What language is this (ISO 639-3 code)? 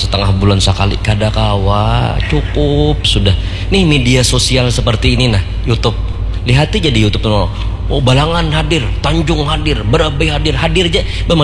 bjn